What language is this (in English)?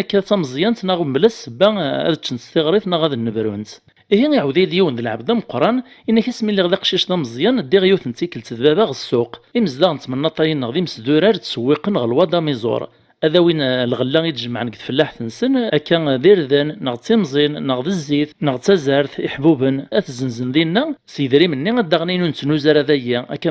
Kabyle